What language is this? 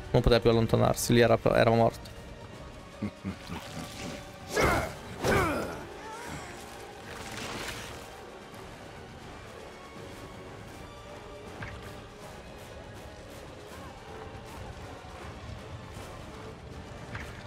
Italian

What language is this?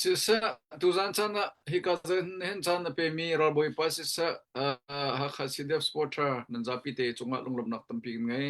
Hakha Chin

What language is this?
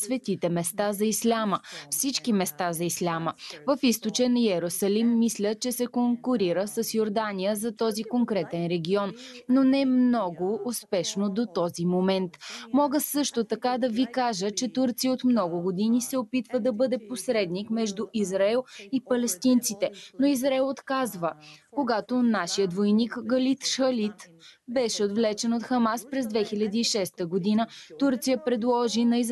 Bulgarian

